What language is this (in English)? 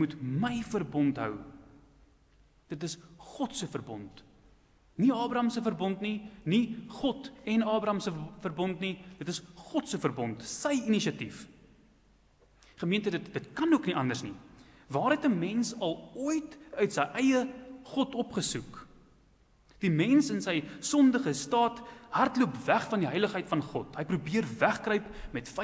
Afrikaans